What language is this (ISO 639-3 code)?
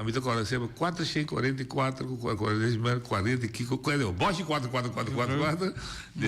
pap